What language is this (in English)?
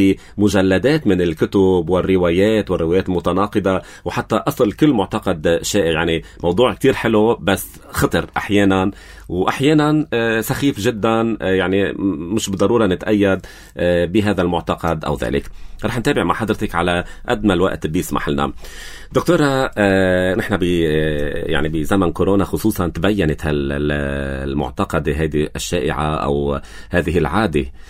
North Levantine Arabic